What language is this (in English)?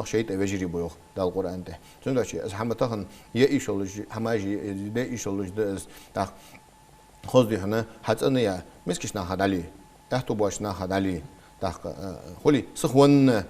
Ingush